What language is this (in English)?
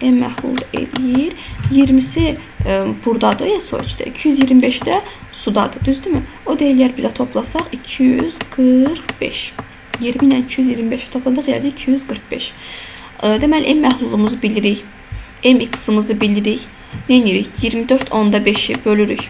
Azerbaijani